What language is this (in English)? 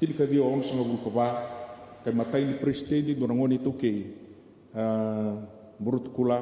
Fijian